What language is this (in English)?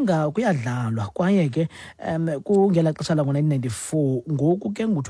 Xhosa